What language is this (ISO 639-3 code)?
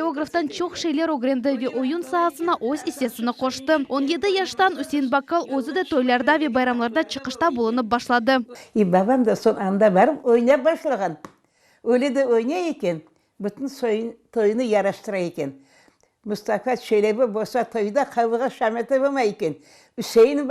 crh